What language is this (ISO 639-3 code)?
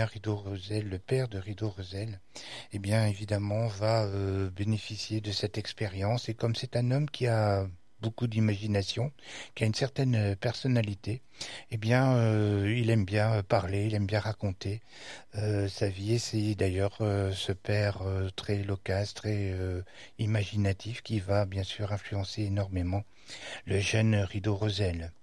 fra